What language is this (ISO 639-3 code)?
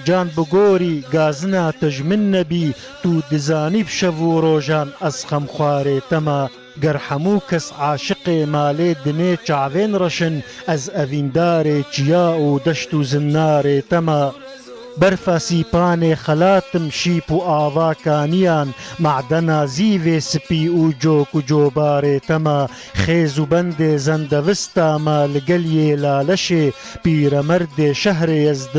kur